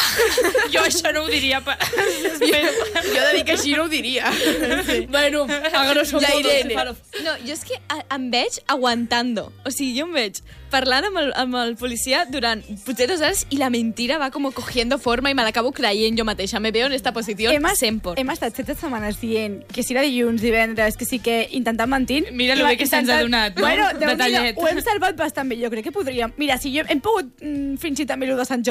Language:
Catalan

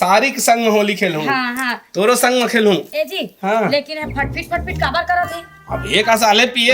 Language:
Chhattisgarhi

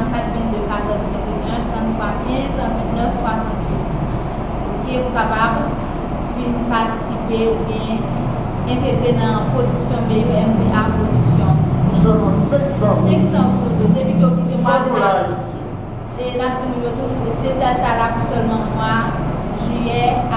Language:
Haitian Creole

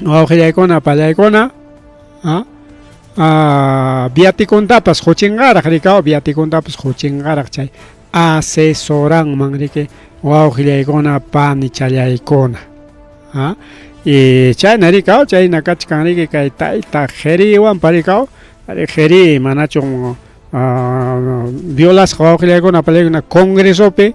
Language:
Ayacucho Quechua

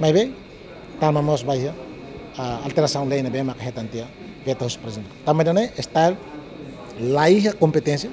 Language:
Tetum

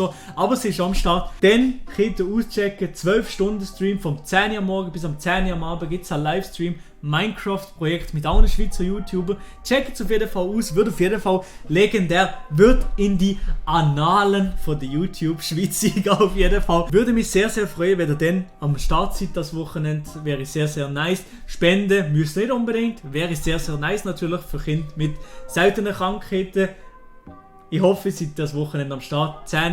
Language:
Swiss German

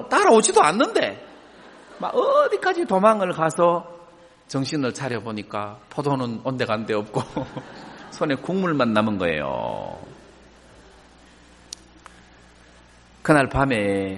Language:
Korean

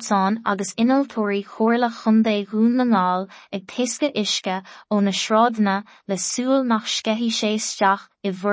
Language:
Irish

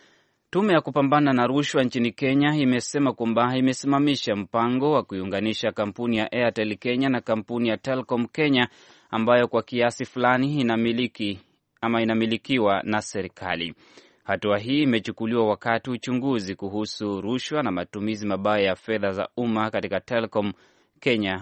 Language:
Swahili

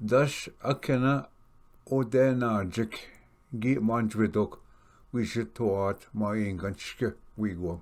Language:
Ojibwa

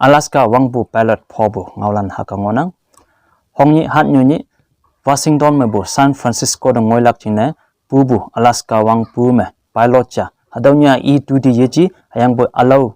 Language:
Konyak Naga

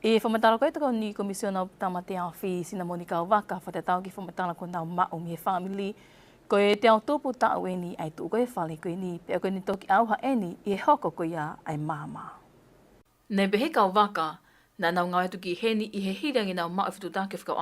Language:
Tongan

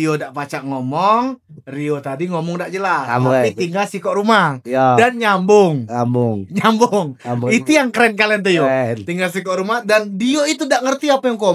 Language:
Musi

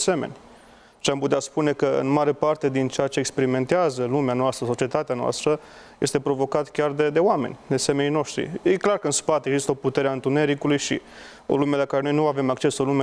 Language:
Romanian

